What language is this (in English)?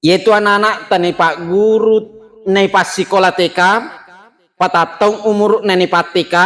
Buginese